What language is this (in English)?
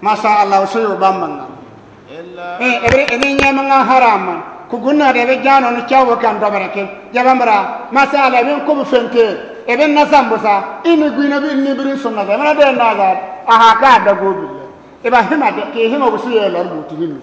Bissa